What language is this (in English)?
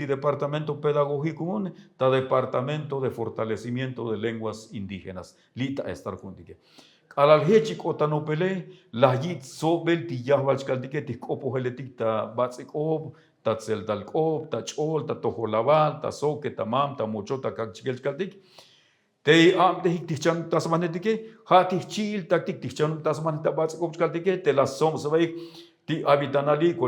Tzotzil